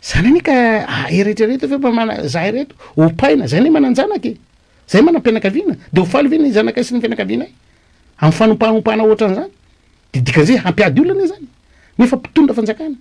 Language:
Malagasy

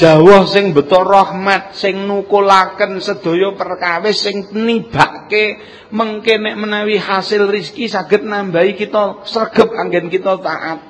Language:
Javanese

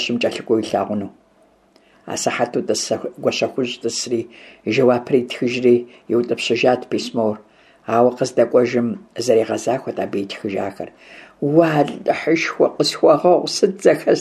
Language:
Kabardian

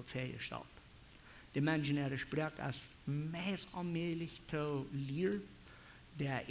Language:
Plautdietsch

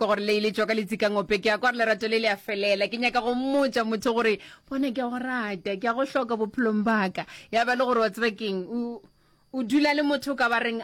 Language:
Northern Sotho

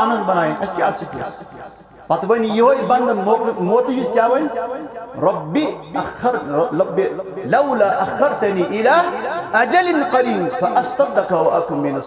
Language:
Kashmiri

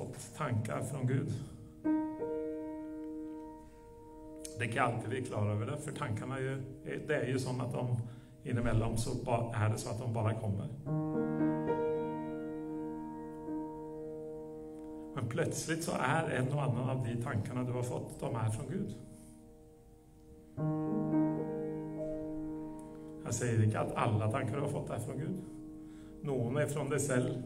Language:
Norwegian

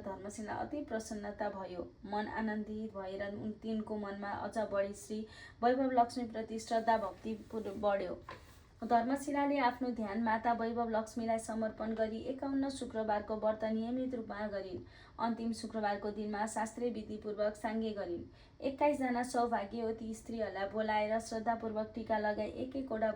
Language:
Nepali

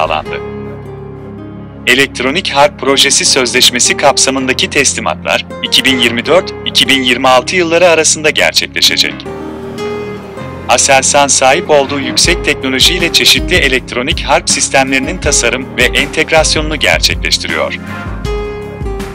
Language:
Turkish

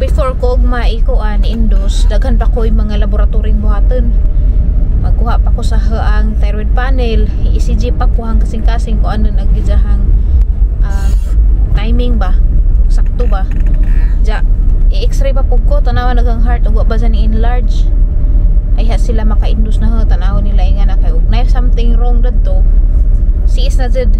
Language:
Cebuano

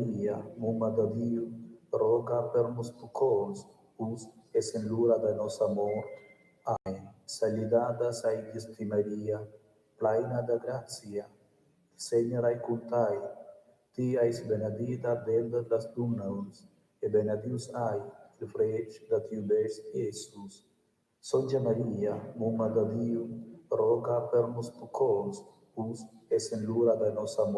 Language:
Romansh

